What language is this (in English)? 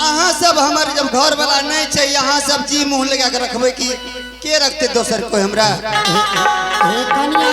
Angika